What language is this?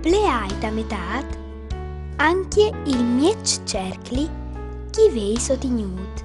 Friulian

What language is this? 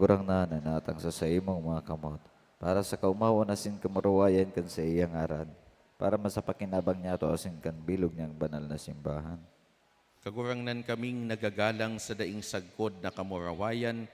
Bikol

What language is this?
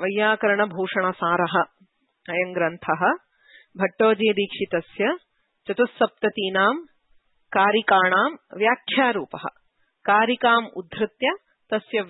Sanskrit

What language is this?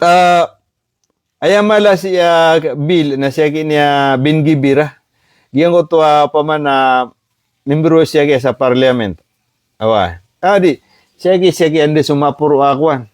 Maranao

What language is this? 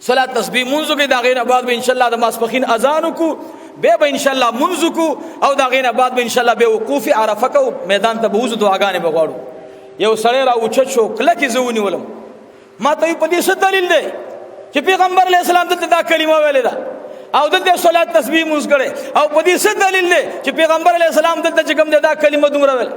Pashto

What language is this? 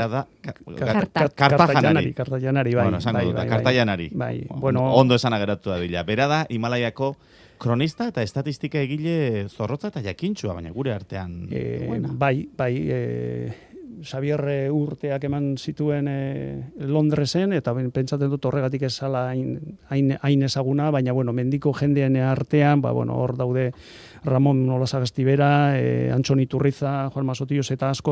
Basque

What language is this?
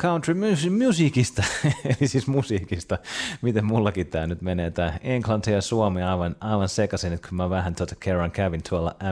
Finnish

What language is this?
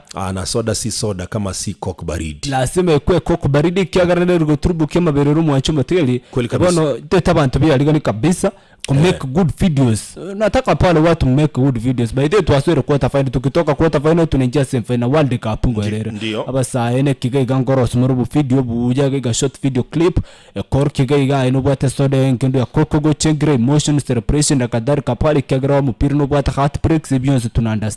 Gusii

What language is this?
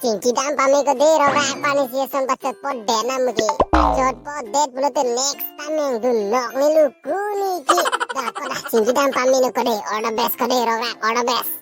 Karbi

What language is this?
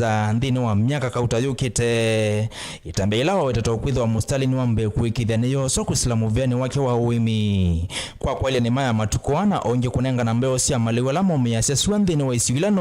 Kamba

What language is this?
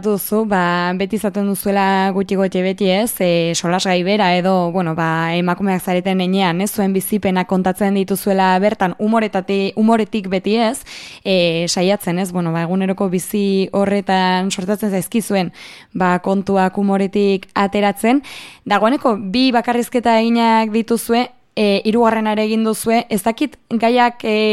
Basque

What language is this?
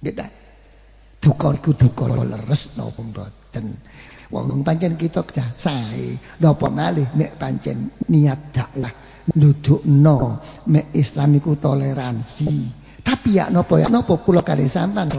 Javanese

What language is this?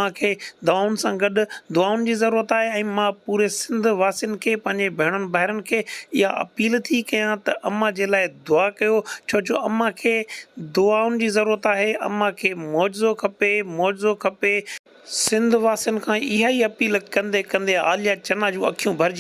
Sindhi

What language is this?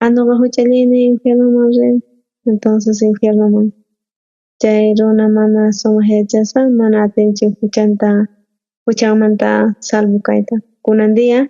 South Bolivian Quechua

